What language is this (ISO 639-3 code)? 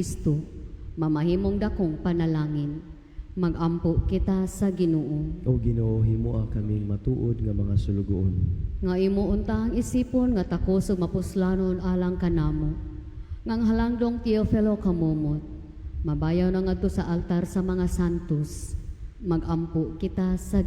ceb